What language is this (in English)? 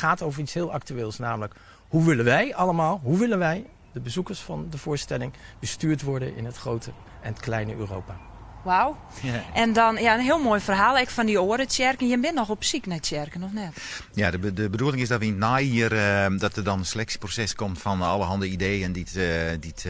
Western Frisian